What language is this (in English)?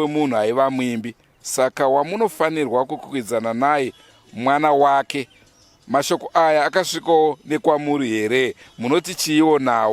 Shona